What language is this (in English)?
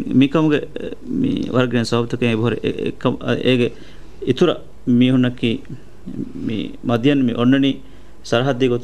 Divehi